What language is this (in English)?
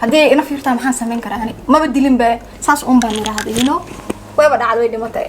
Somali